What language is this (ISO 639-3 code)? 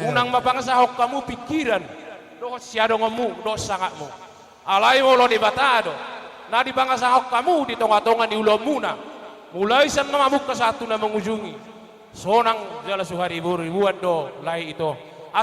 bbc